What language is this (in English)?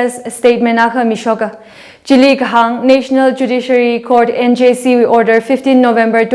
Tangkhul Naga (India)